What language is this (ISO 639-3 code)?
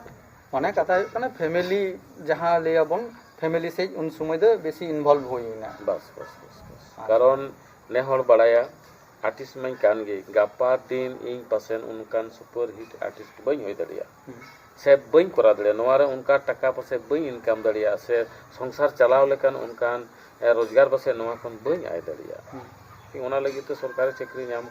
sat